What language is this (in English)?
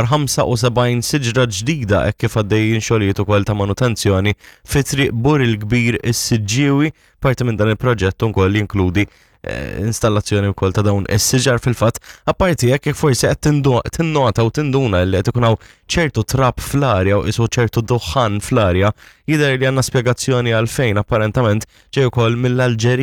Maltese